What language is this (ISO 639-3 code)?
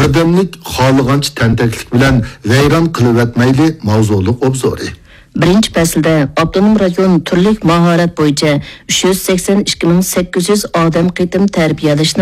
uig